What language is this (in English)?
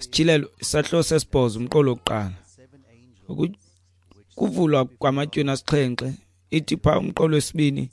Xhosa